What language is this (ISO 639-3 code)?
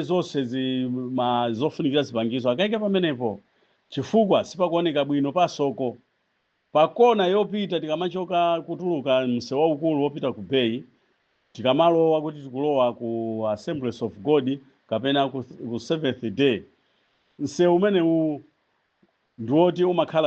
nya